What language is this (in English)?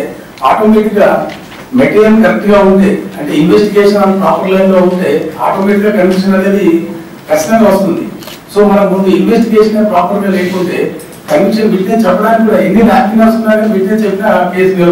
Telugu